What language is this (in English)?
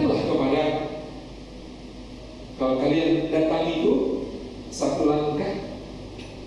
Indonesian